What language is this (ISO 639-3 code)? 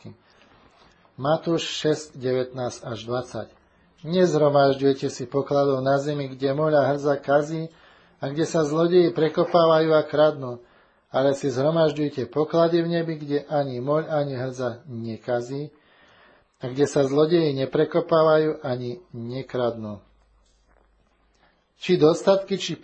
slk